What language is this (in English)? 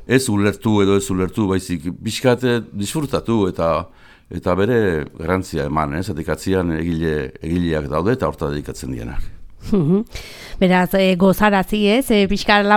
Basque